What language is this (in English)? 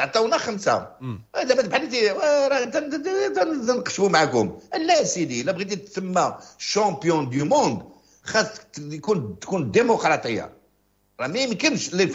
Moroccan Arabic